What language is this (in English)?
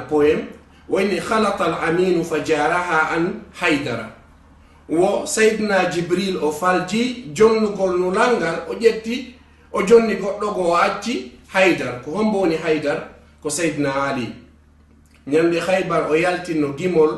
Fula